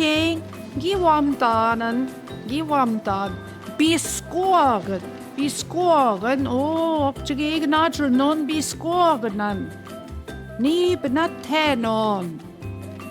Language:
Central Ojibwa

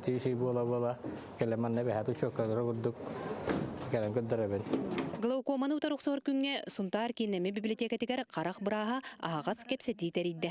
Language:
Yakut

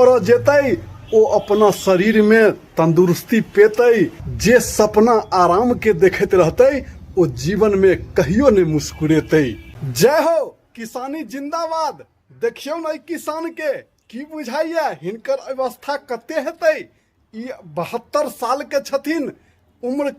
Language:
Maithili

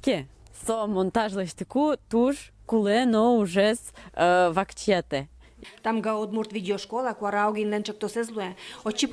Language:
Udmurt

